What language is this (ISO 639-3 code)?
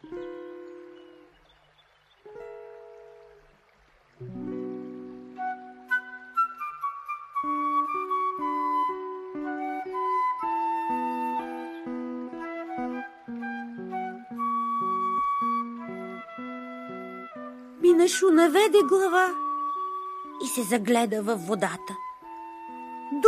bul